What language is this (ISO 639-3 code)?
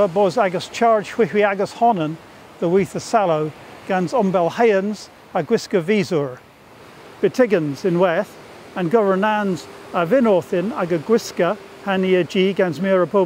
cor